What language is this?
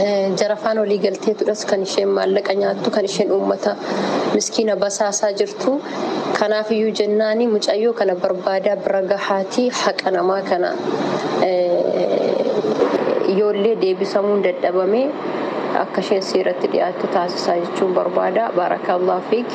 Oromo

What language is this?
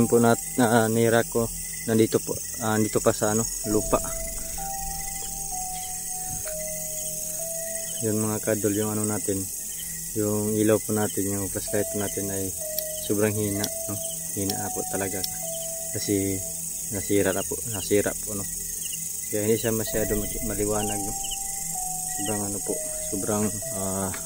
Filipino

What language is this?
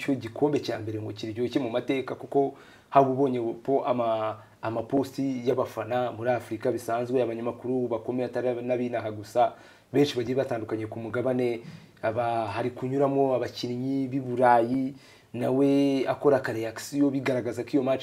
Kinyarwanda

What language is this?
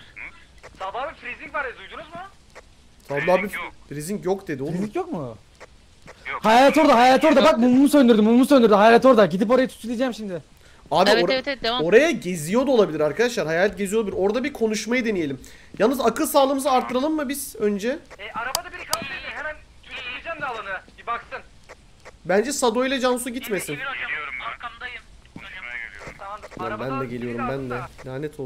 Turkish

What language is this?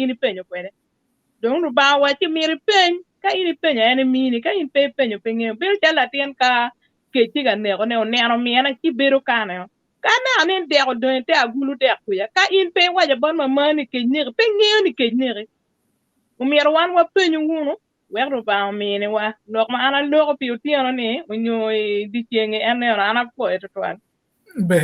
Acoli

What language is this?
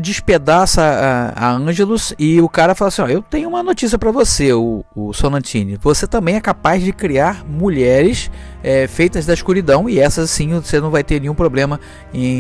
Portuguese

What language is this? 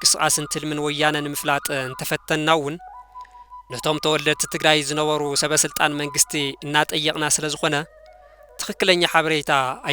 Tigrinya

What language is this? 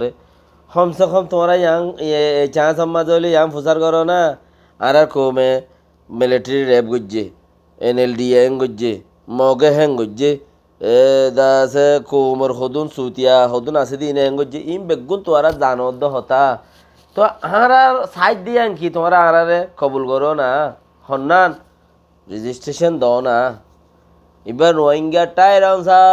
Rohingya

